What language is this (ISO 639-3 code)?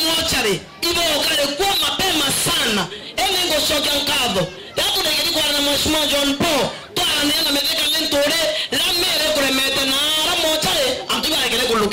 mer